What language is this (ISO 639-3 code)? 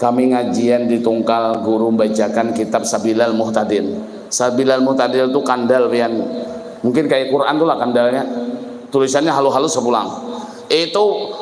bjn